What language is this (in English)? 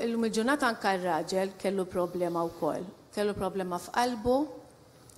Maltese